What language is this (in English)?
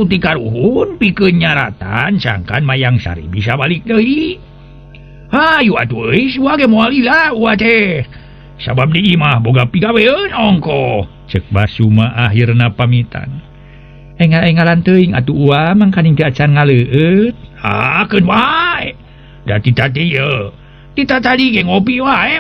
Sundanese